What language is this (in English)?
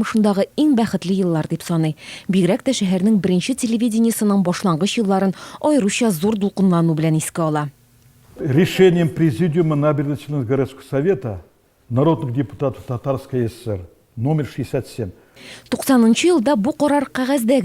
Tatar